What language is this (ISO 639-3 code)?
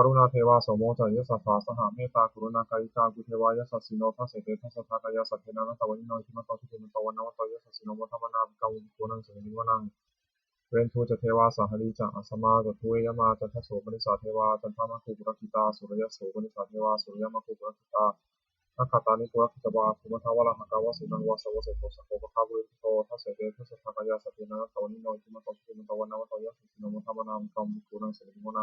pli